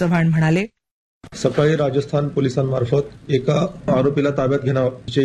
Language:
Marathi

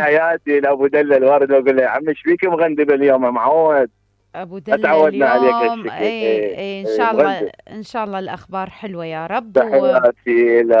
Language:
Mesopotamian Arabic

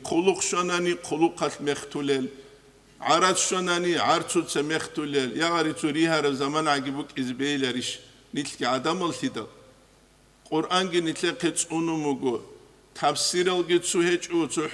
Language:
Avaric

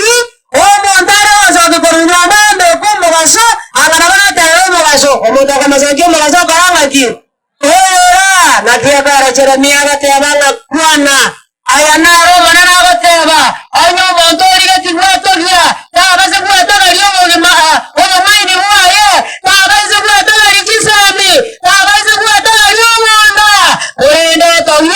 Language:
Gusii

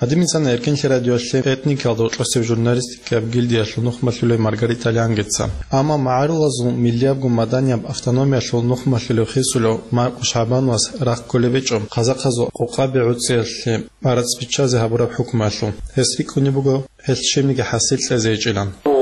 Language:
Avaric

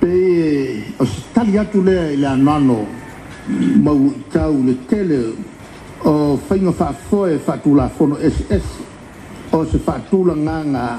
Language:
Samoan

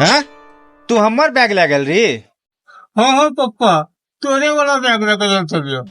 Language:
Maithili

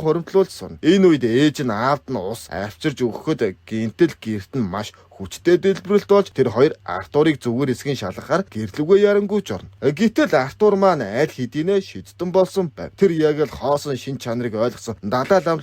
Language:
Mongolian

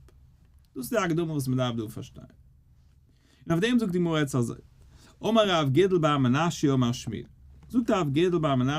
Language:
Yiddish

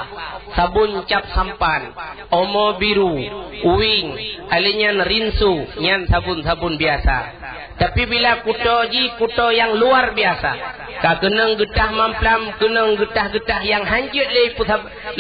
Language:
Achinese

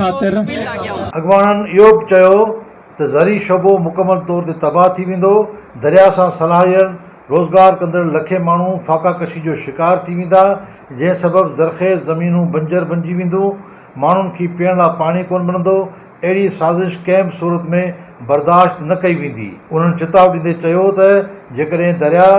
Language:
Sindhi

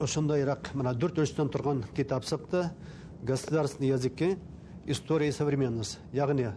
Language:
Bashkir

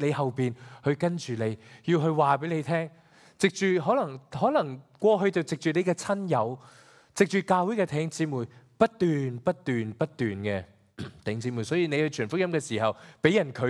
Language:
Cantonese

